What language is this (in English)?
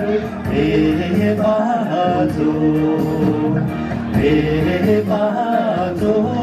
Tibetan